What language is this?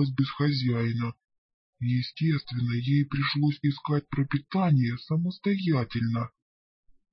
Russian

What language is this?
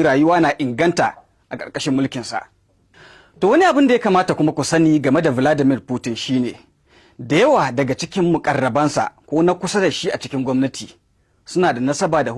Hausa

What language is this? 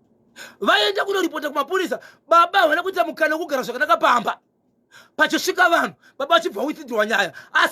Shona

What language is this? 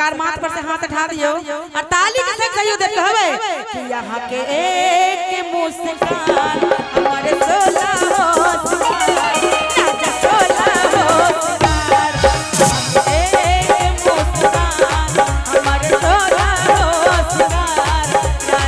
Bhojpuri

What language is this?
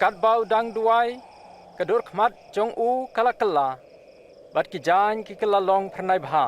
Khasi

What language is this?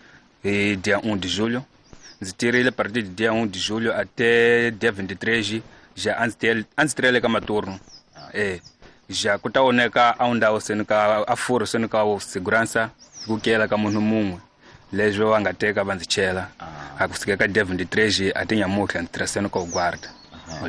Tsonga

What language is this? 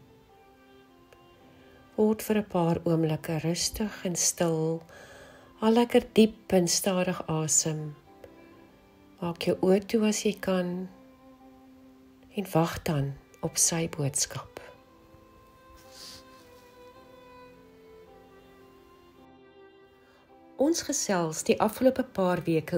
Afrikaans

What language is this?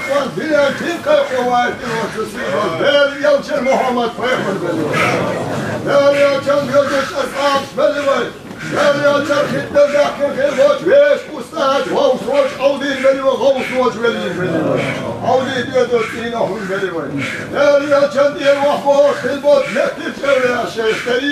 Chechen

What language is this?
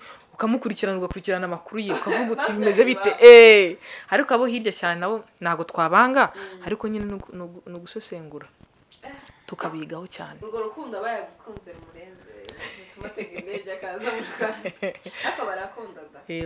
Kinyarwanda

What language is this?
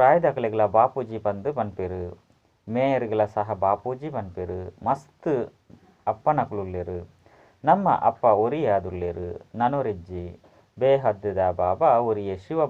Tulu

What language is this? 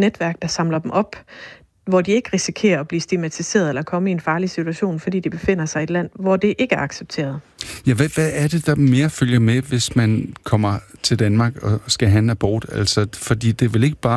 Danish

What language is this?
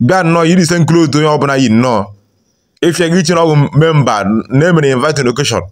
Igbo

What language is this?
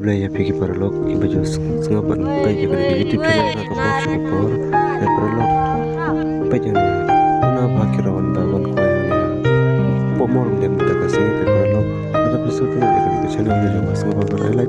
Khasi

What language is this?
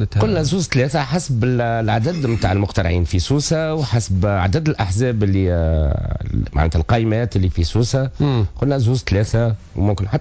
Tunisian Arabic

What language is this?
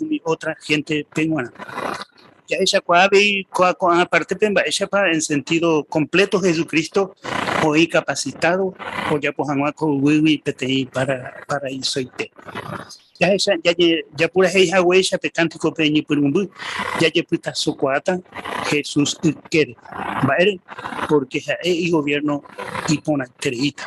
Guarani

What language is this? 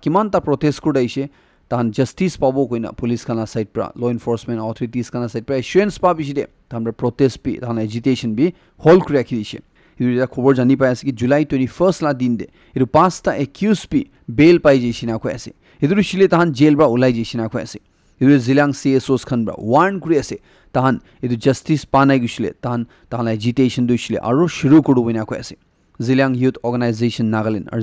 Naga Pidgin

